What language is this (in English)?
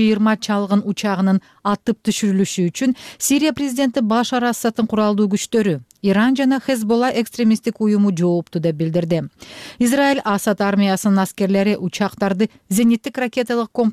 Kyrgyz